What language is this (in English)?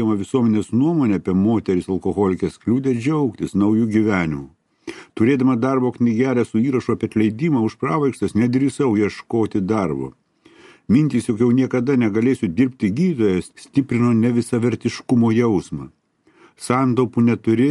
Lithuanian